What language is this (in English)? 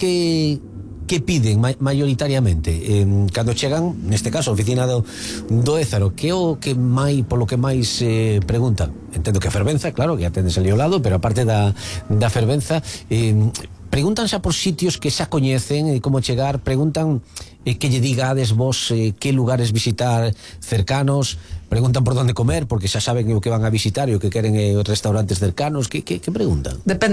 Galician